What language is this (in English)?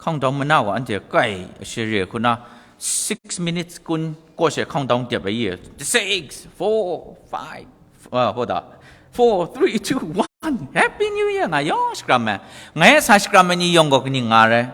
Kachin